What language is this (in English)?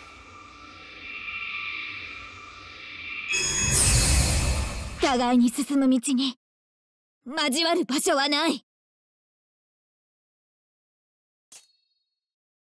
Japanese